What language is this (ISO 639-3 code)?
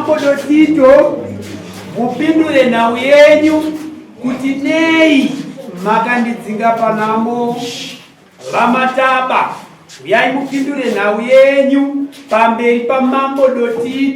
sna